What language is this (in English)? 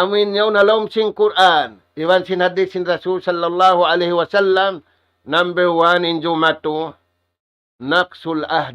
Tausug